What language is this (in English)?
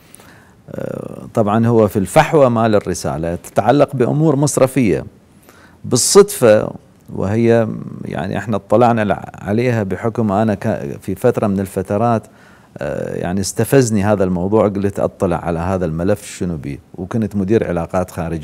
Mesopotamian Arabic